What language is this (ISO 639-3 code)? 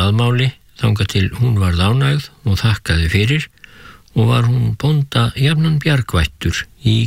isl